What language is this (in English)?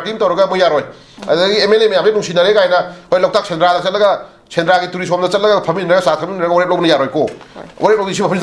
Manipuri